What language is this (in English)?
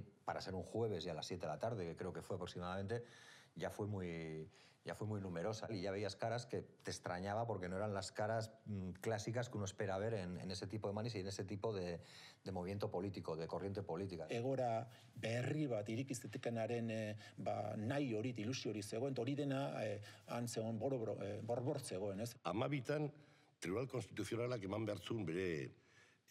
Basque